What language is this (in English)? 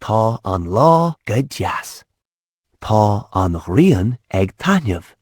Irish